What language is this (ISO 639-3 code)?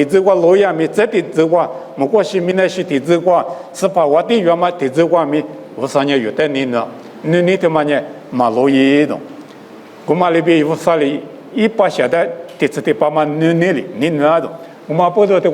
lis